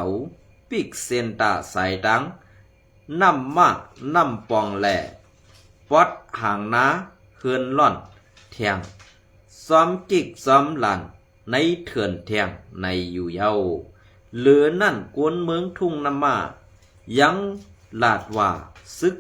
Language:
Shan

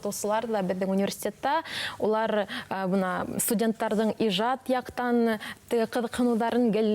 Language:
Bashkir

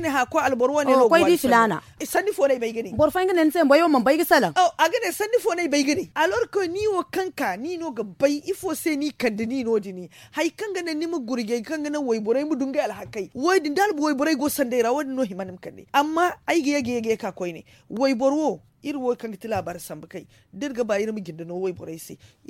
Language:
Zarma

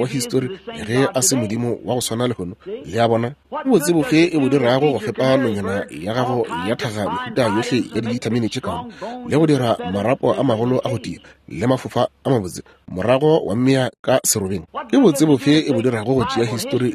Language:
Northern Sotho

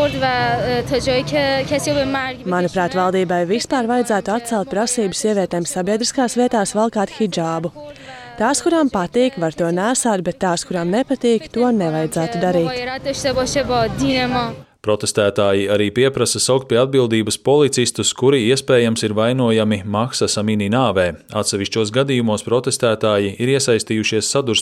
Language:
Latvian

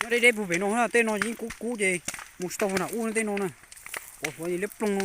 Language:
Hmong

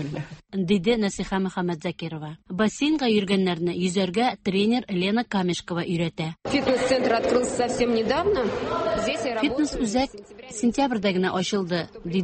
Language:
Tatar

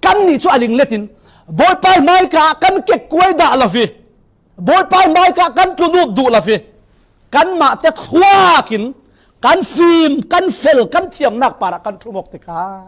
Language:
Falam Chin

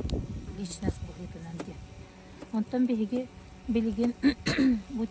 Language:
Yakut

